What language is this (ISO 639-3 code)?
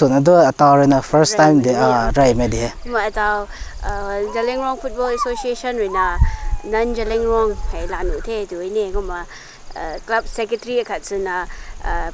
nbu